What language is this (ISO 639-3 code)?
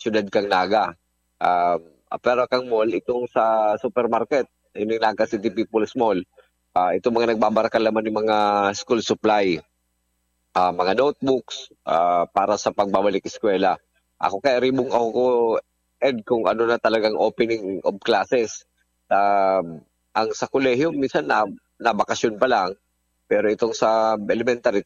bik